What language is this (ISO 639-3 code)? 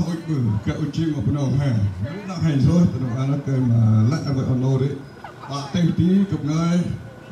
cmo